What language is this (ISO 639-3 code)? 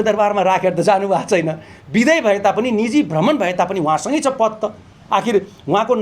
nep